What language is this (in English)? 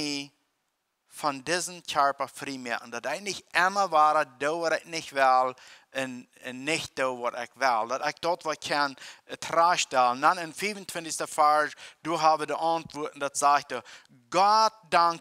Plautdietsch